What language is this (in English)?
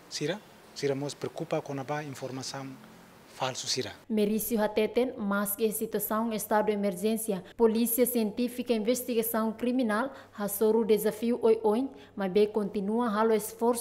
Tetum